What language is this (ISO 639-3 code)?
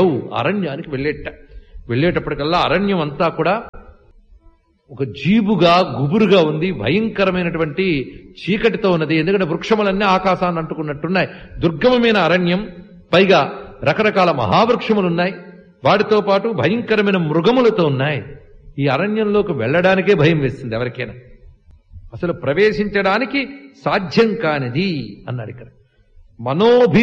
tel